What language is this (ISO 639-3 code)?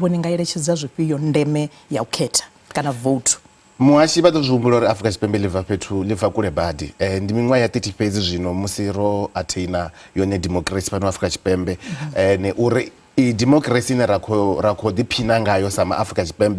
ven